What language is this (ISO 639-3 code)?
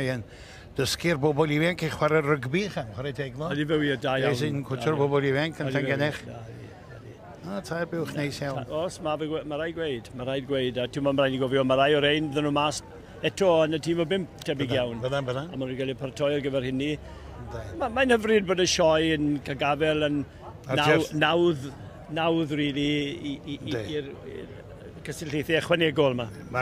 cym